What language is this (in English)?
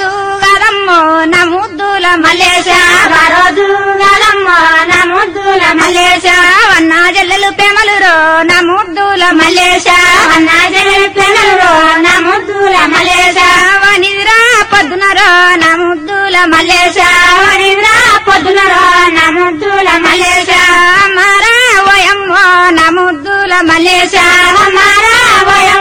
Telugu